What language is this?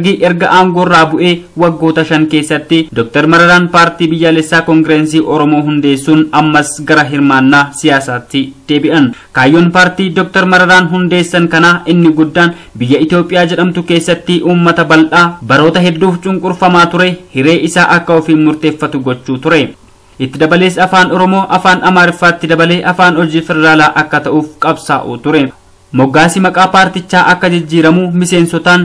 Oromo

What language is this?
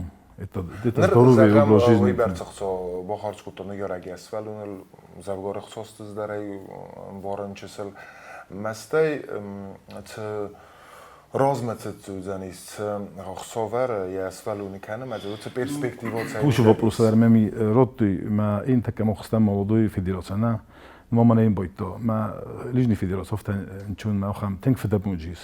Ossetic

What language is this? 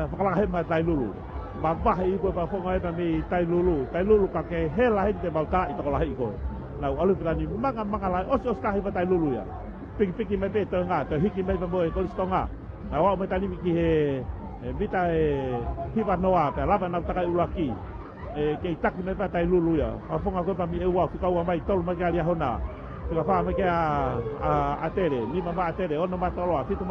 Tongan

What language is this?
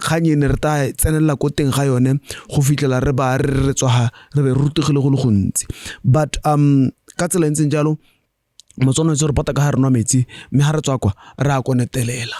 Tswana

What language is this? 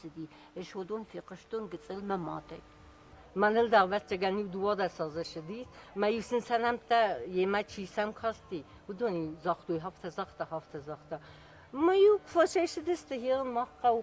Ossetic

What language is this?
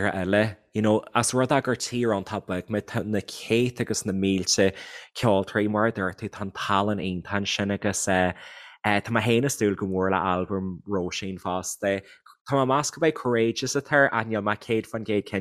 Irish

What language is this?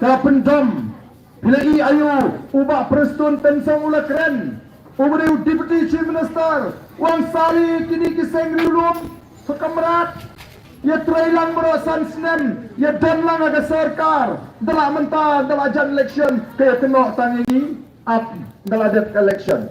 Khasi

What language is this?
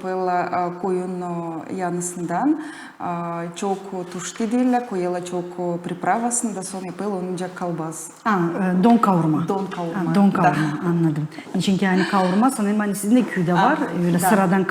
Gagauz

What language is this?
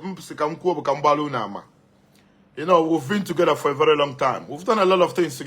Igbo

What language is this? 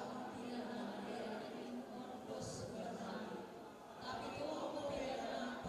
Batak Simalungun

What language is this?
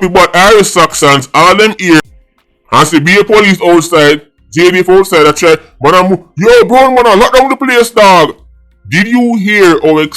Jamaican Creole English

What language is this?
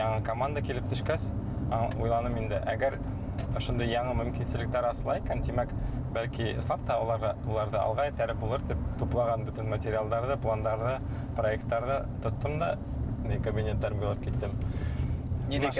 Bashkir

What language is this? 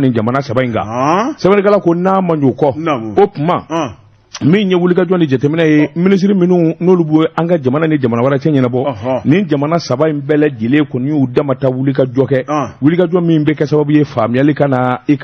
Bambara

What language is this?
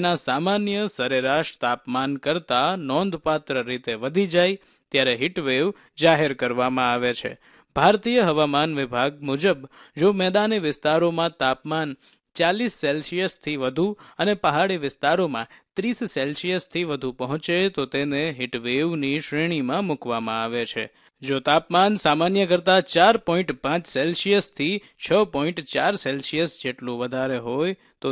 Gujarati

